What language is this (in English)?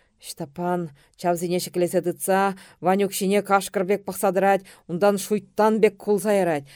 Chuvash